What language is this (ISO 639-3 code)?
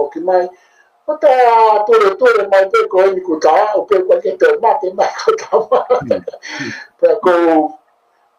ton